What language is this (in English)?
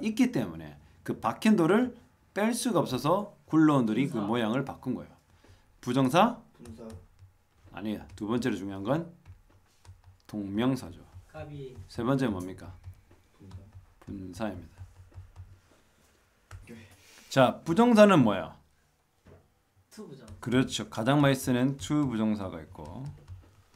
Korean